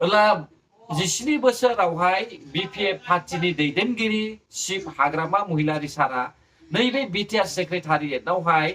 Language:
Bodo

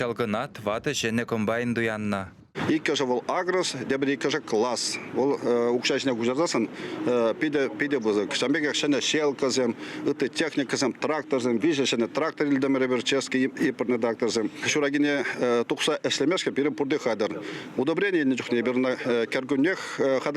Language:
Chuvash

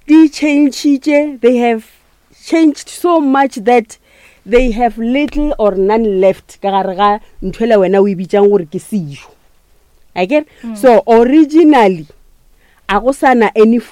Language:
Northern Sotho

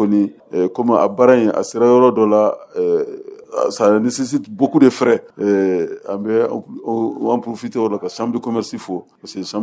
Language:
Bambara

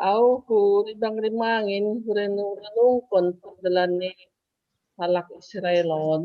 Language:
Batak Simalungun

